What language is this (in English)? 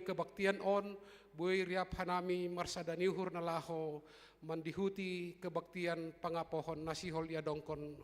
Batak Simalungun